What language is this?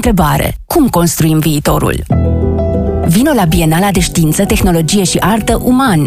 Romanian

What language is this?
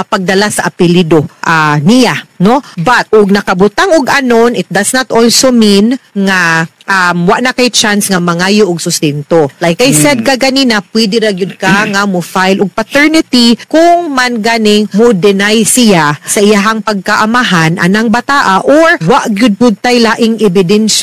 Cebuano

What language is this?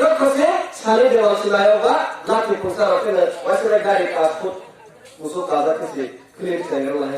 Kok Borok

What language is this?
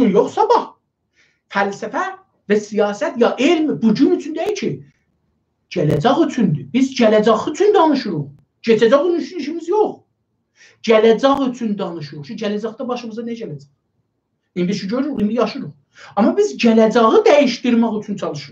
South Azerbaijani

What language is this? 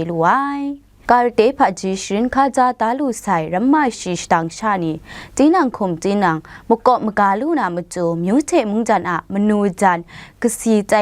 Kachin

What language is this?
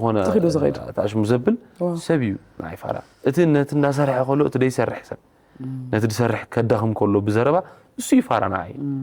Tigrinya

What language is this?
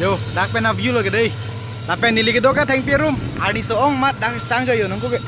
Karbi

